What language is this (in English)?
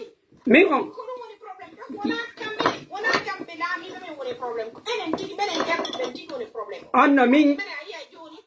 Pular